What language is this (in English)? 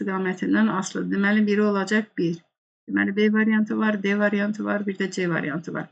Azerbaijani